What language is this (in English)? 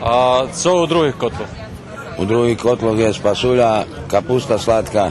Rusyn